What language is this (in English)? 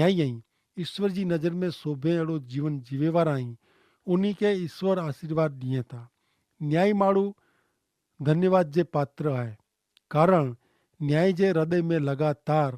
Kachhi